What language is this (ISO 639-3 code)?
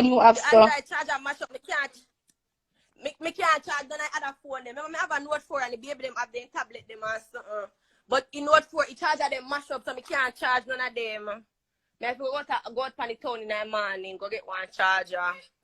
jam